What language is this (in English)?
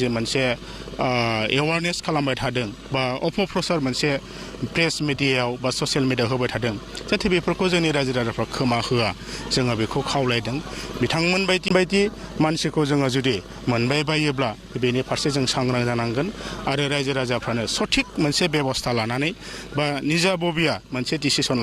Bodo